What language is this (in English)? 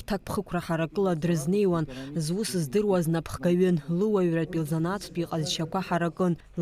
Abkhazian